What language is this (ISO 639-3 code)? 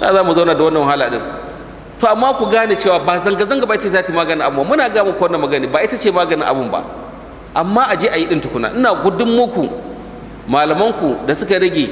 hau